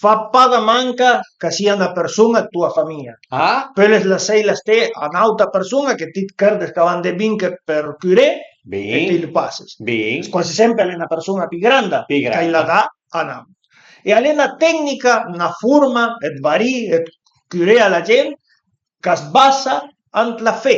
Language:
Piedmontese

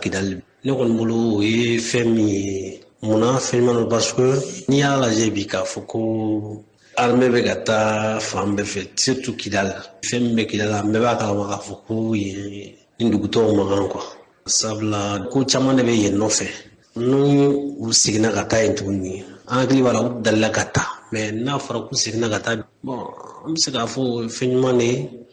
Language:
Bambara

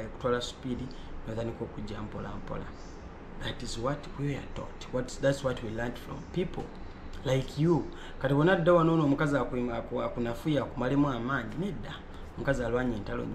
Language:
Ganda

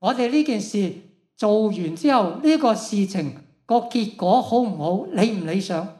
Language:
Cantonese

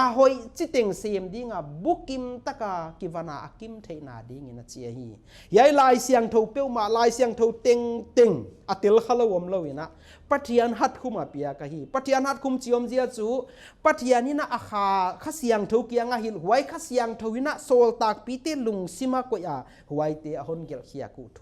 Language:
Paite Chin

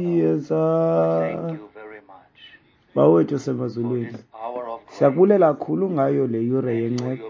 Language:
Xhosa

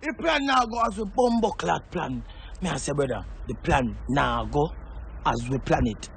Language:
Jamaican Creole English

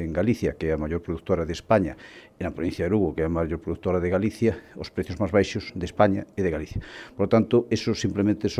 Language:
Galician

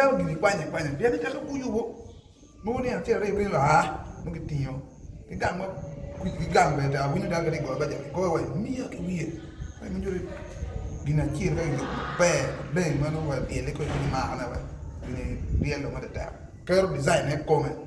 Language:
Acoli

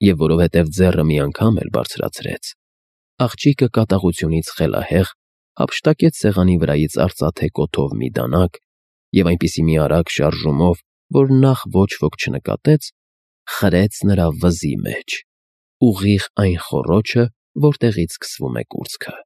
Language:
Armenian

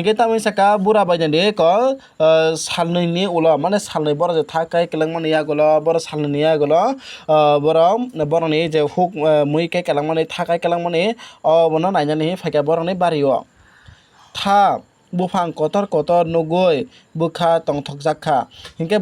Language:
Kok Borok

